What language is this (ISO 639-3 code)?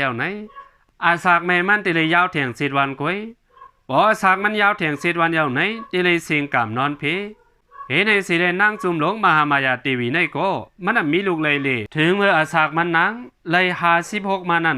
shn